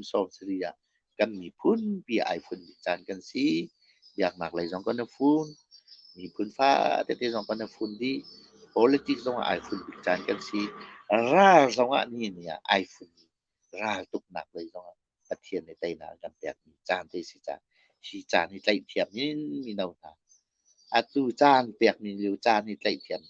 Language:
Hakha Chin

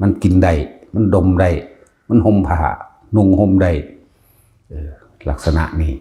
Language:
Northeastern Thai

